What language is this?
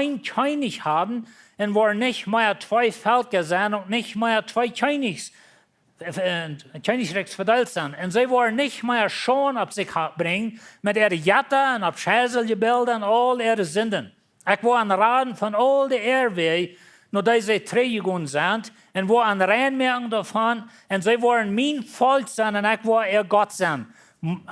Plautdietsch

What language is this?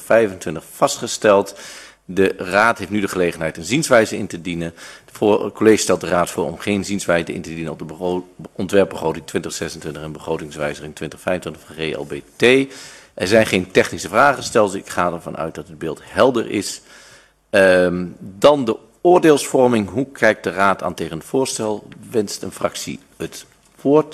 Dutch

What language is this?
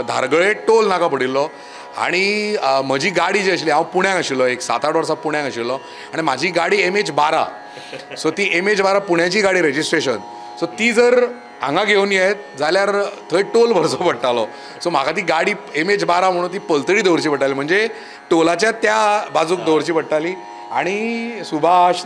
Konkani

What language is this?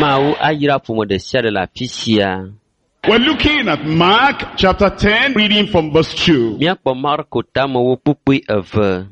Ewe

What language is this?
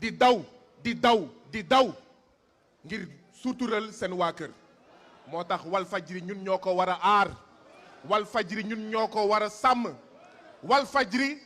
Wolof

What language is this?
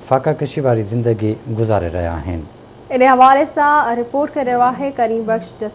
Sindhi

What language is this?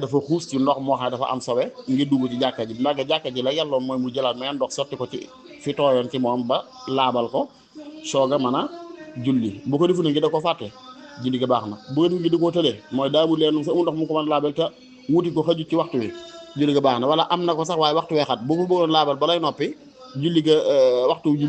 Wolof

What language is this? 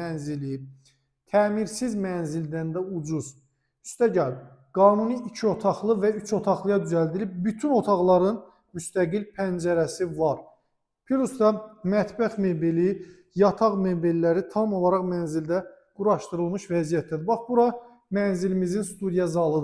Azerbaijani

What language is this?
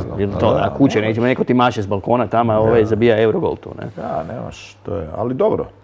Croatian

